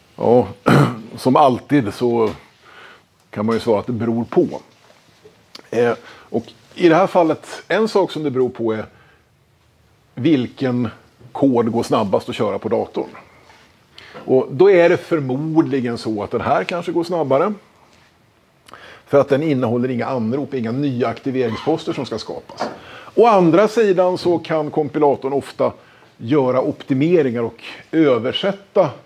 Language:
Swedish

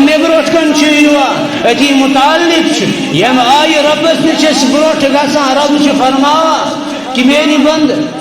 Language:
Kashmiri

